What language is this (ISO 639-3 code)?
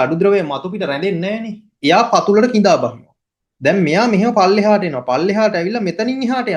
sin